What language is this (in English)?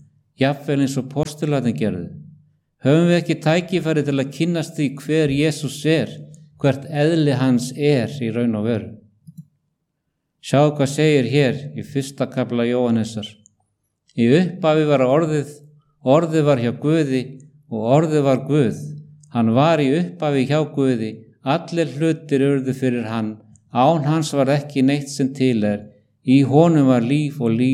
Icelandic